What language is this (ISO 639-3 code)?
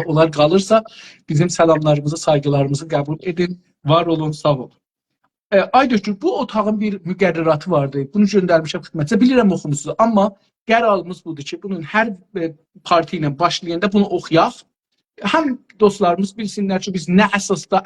azb